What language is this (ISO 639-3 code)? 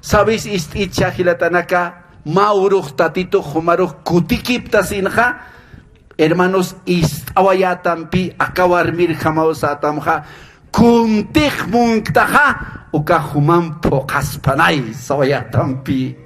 aym